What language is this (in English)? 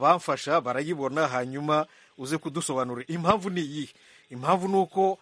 Kinyarwanda